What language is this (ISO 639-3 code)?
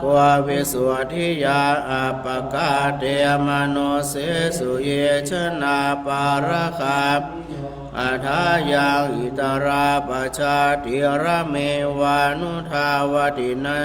pli